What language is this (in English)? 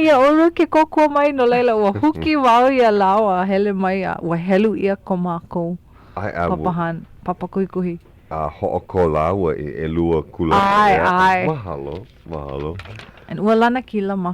Hawaiian